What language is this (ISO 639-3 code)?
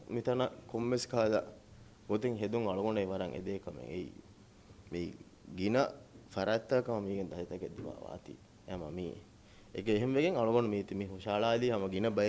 div